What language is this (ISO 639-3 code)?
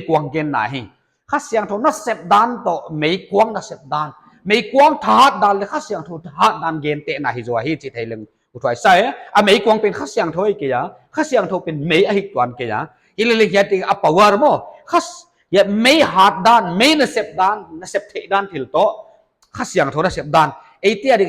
pck